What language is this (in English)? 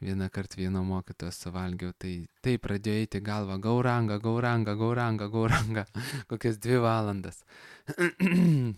Lithuanian